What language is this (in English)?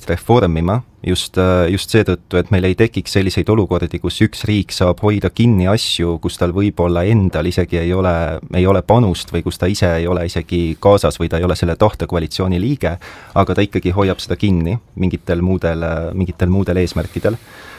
Estonian